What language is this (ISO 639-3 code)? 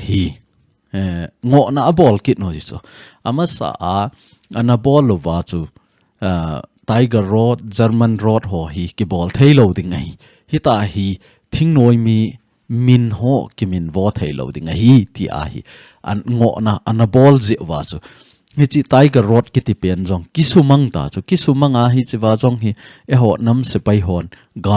tcz